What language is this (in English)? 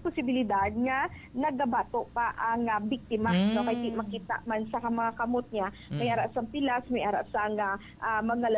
Hiligaynon